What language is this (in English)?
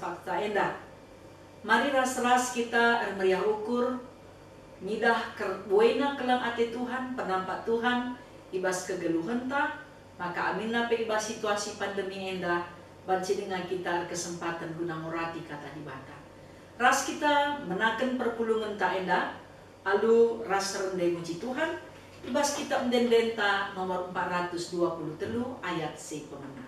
Batak Karo